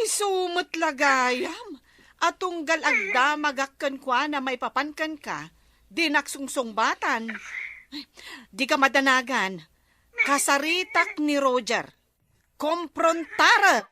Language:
Iloko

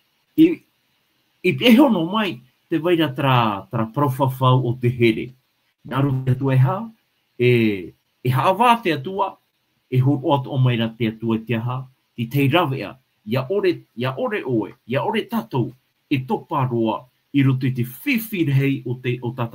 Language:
Tahitian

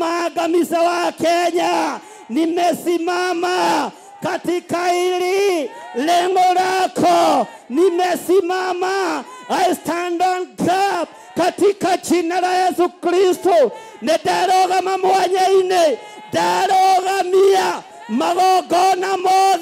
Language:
Kikuyu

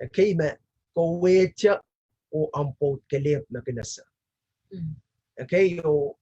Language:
Pohnpeian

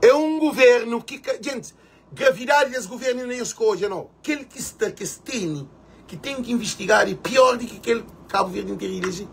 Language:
Kabuverdianu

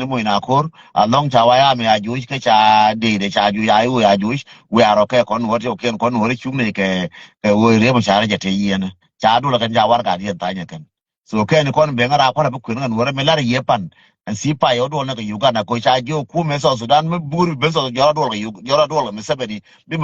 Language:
Nuer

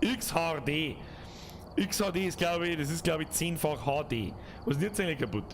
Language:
Bavarian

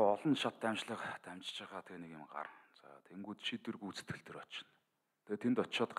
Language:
Mongolian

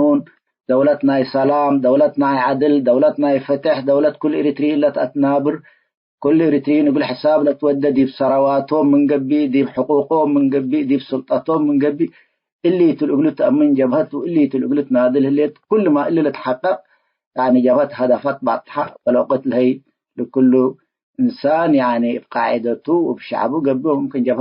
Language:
Tigre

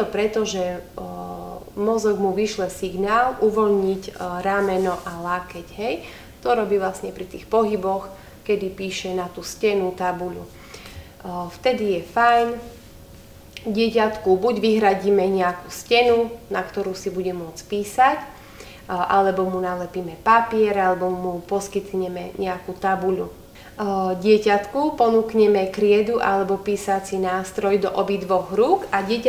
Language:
Slovak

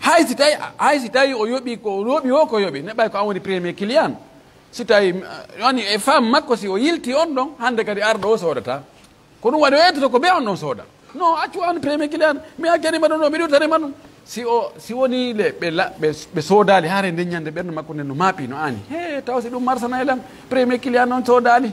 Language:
Pular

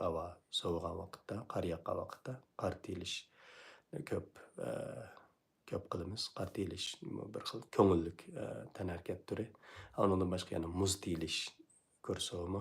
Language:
Uyghur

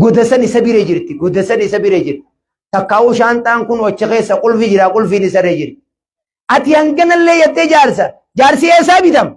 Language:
Oromo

